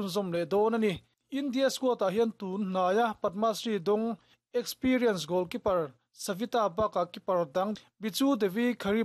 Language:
Mizo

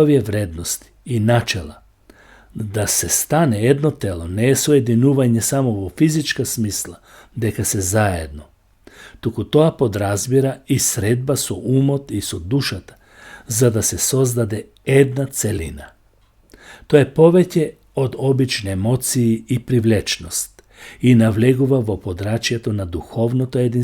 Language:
Macedonian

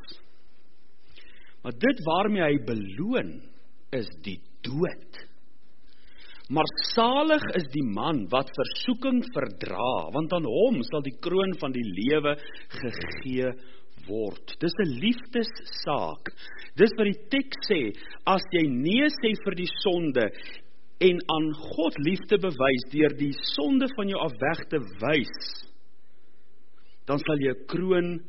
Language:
Afrikaans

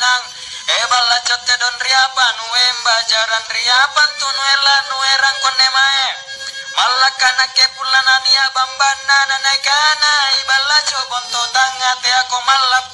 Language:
Makasar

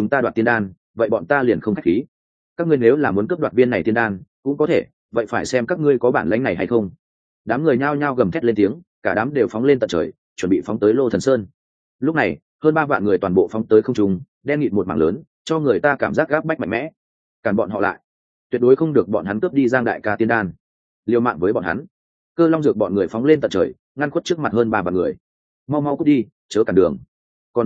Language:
Vietnamese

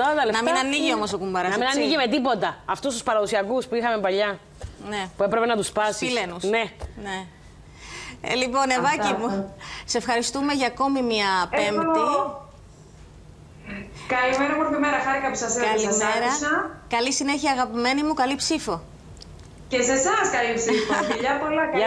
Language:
Greek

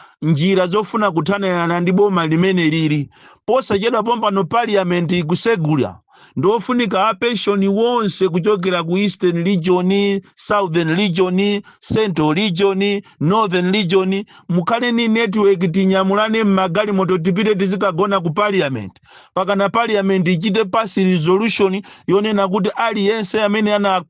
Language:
Nyanja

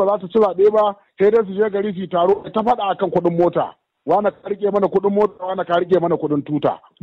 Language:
Hausa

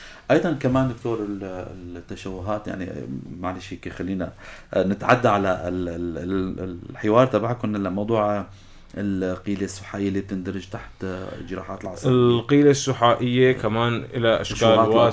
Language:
North Levantine Arabic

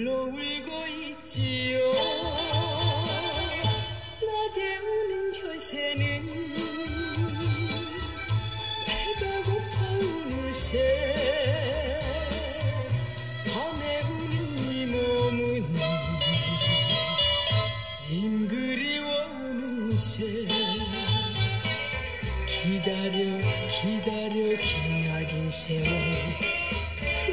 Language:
Korean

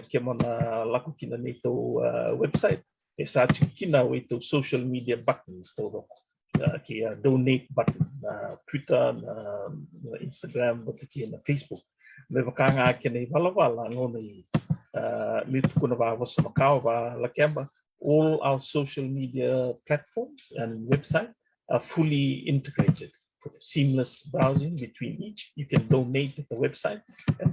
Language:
Fijian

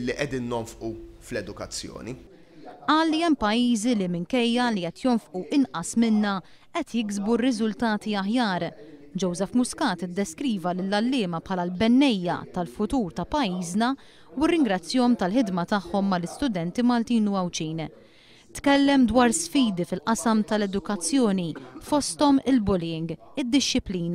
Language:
Maltese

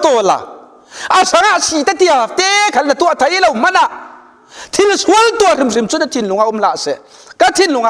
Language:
Falam Chin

